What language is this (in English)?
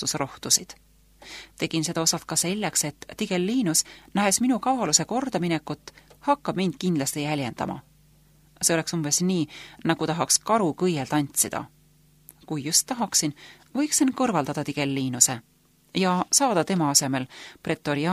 Estonian